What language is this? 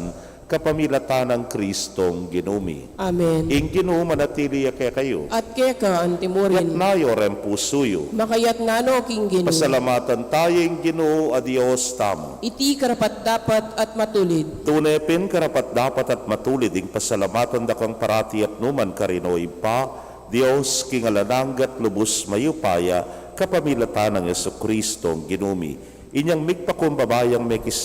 Pampanga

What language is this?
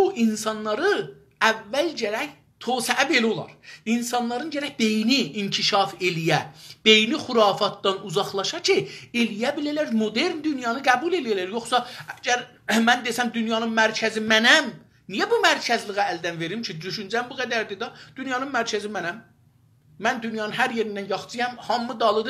South Azerbaijani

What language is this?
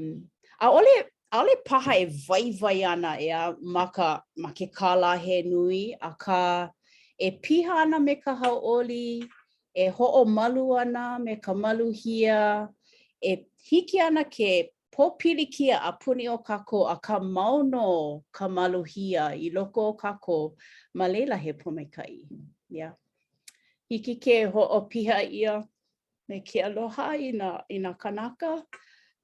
Hawaiian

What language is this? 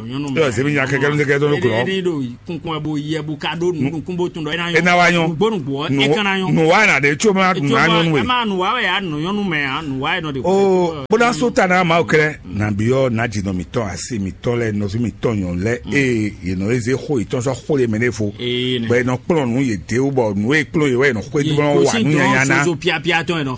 Fon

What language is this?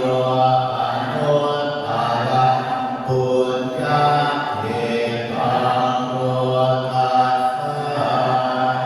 Pali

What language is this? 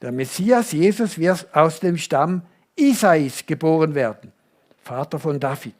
Swiss German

